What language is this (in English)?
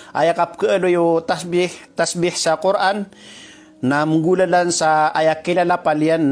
Maranao